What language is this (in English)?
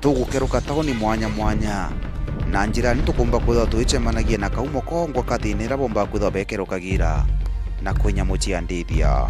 Meru